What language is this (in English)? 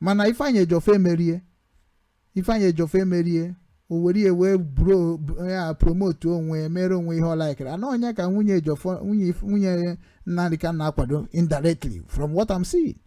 Igbo